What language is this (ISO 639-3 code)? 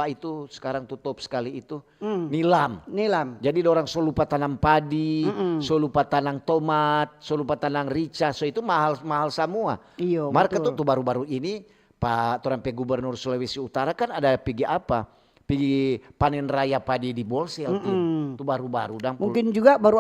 xmm